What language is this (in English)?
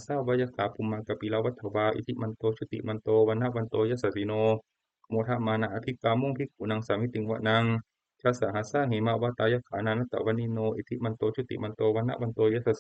Pali